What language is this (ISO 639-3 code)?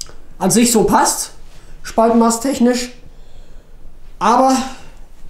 deu